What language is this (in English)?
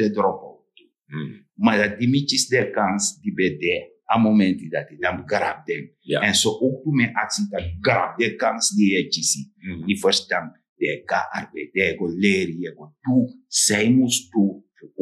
Sranan Tongo